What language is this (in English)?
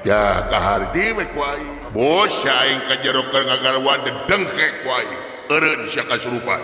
Sundanese